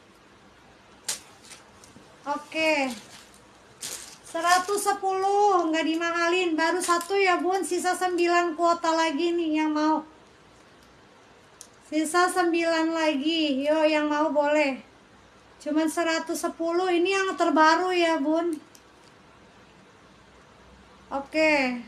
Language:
Indonesian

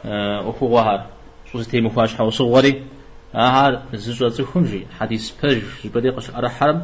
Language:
Kabardian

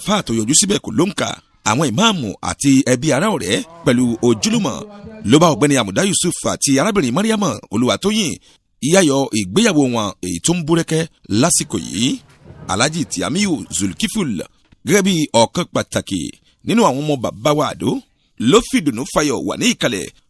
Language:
Yoruba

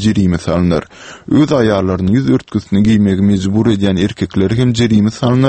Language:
Turkmen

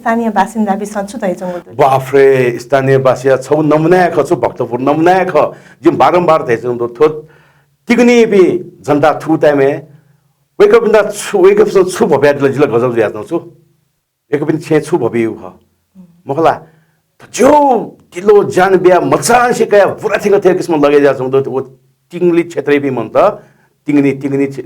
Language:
Newari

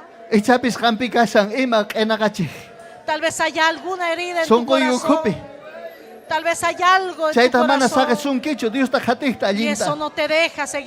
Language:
Ayacucho Quechua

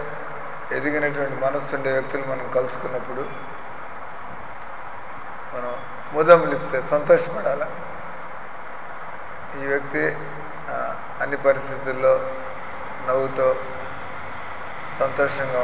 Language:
Telugu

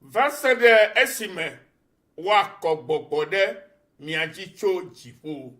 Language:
Ewe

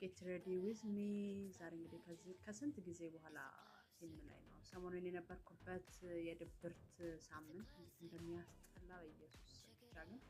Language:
Amharic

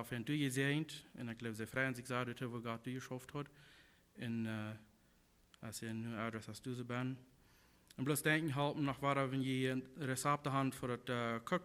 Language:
Plautdietsch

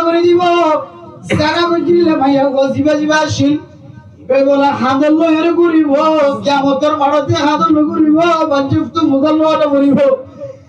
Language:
Rohingya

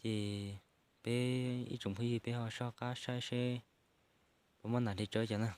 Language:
Hmong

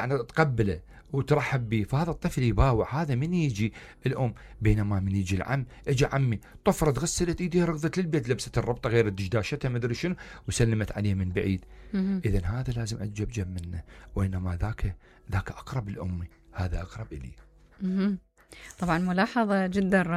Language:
Mesopotamian Arabic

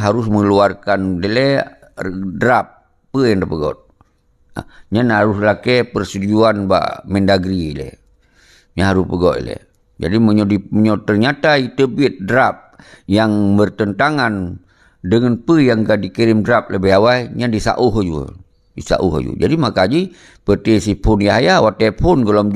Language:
Achinese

